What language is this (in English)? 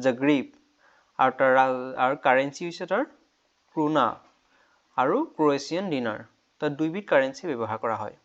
Assamese